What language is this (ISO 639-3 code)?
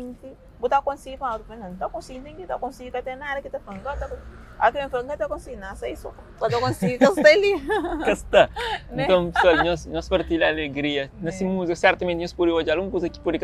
kea